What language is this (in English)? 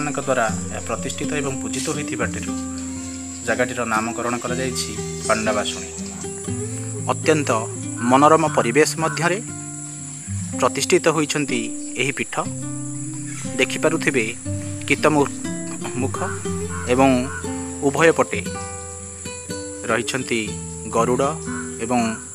Odia